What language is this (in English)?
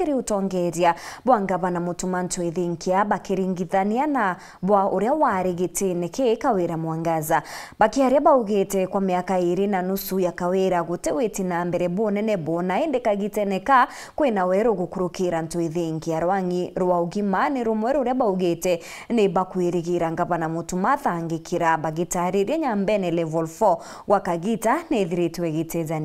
Meru